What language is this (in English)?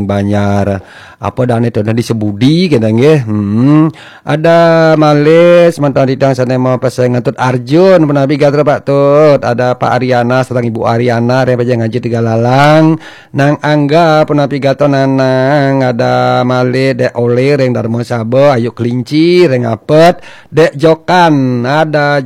Balinese